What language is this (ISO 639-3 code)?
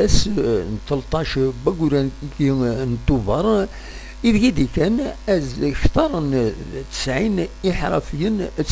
kab